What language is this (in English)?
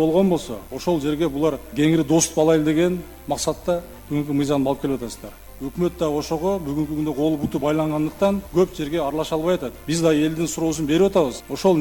Kyrgyz